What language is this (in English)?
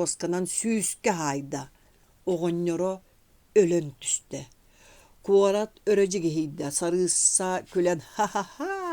Yakut